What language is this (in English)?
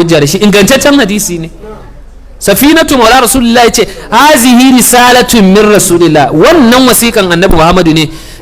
Hausa